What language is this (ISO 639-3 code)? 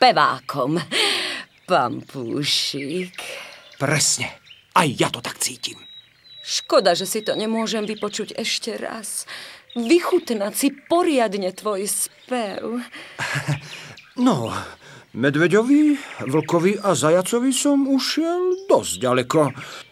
slk